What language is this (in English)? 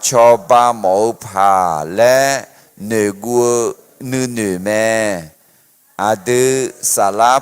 Akha